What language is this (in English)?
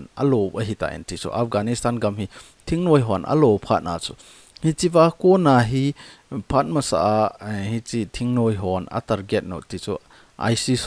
Thado Chin